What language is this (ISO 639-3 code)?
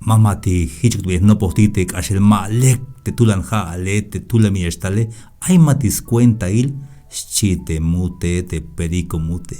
tzh